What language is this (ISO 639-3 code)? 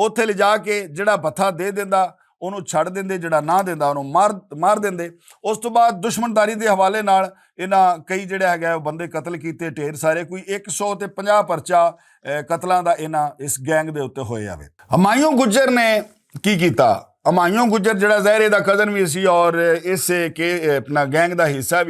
lah